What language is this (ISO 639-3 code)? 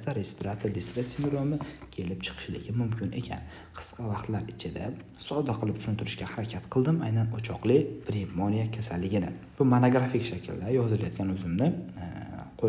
uzb